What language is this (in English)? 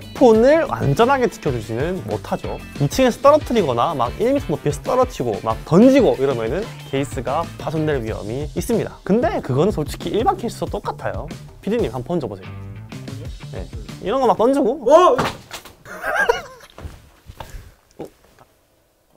Korean